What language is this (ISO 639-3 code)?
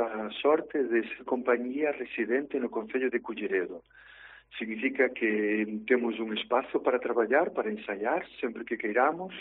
glg